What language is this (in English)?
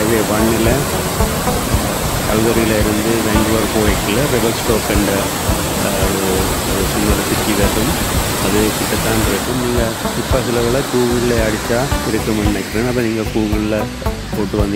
Tamil